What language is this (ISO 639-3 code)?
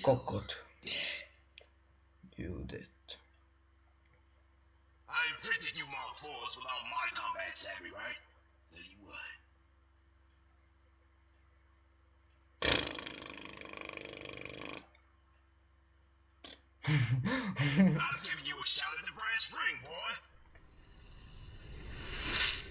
ces